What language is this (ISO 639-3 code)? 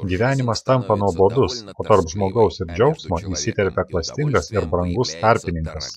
lit